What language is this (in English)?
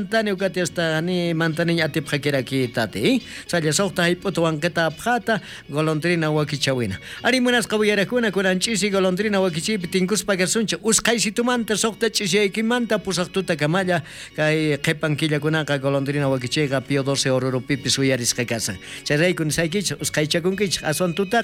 South Bolivian Quechua